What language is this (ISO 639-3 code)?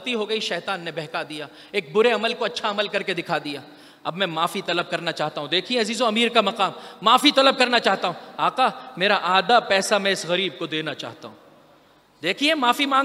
urd